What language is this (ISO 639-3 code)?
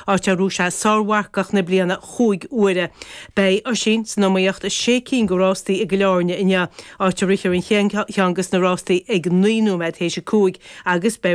gle